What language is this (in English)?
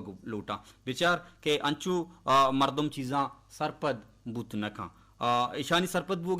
Baluchi